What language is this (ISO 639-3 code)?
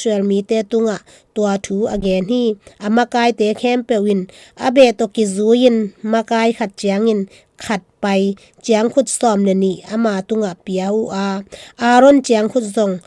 ctd